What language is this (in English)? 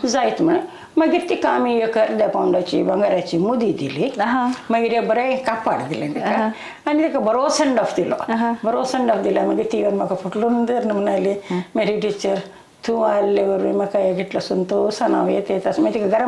Konkani